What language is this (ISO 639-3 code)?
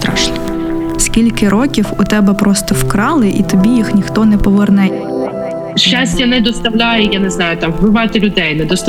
ukr